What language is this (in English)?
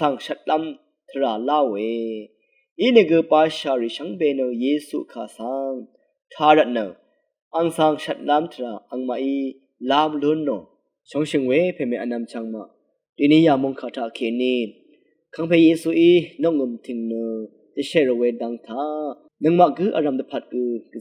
Rawang